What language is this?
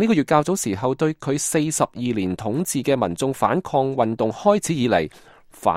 Cantonese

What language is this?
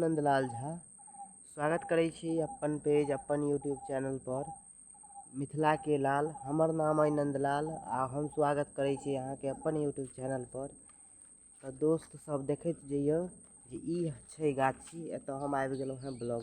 Maithili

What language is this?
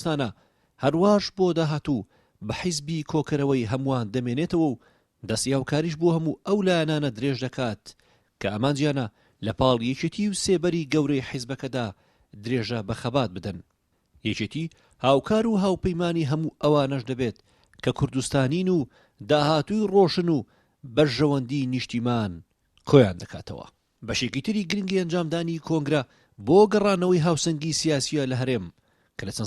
Central Kurdish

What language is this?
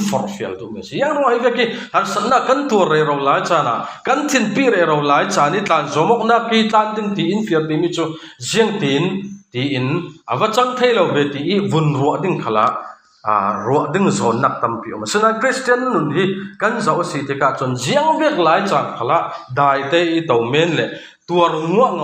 Falam Chin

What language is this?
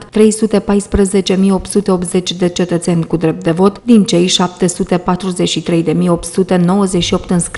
Romanian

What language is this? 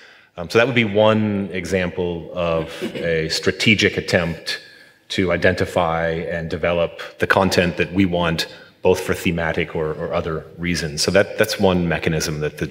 English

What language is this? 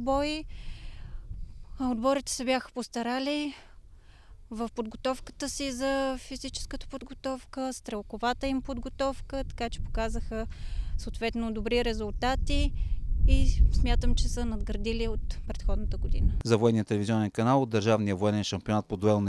Bulgarian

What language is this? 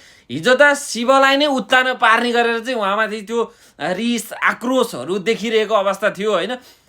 Nepali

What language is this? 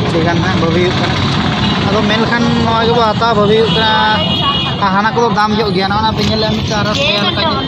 Santali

